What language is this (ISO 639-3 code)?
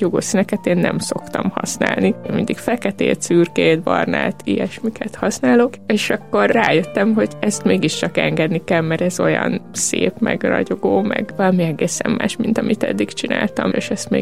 hun